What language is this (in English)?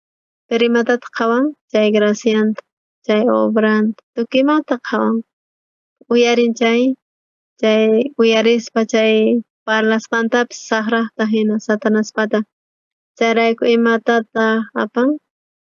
South Bolivian Quechua